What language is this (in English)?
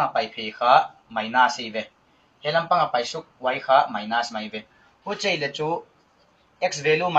Paite Chin